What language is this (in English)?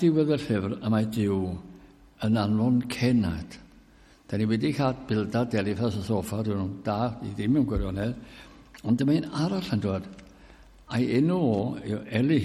Welsh